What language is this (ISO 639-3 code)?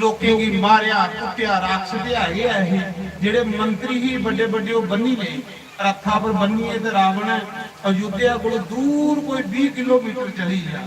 doi